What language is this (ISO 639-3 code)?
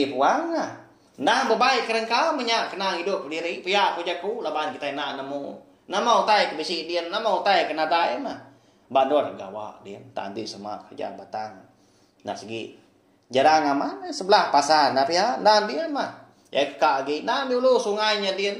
iba